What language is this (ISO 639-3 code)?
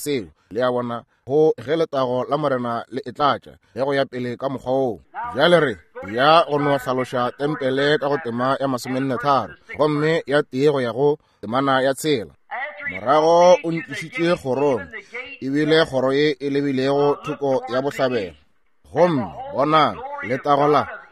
nso